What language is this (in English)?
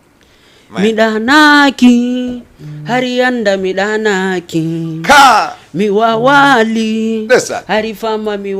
Fula